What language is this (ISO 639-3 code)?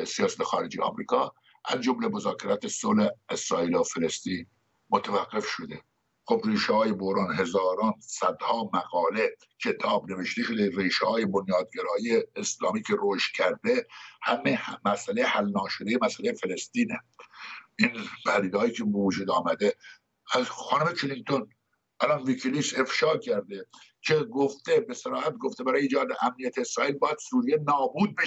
fas